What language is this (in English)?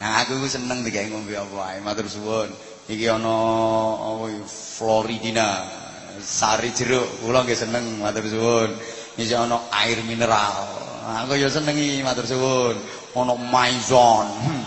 Javanese